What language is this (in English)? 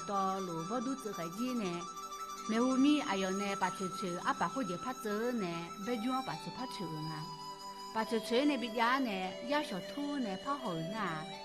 Akha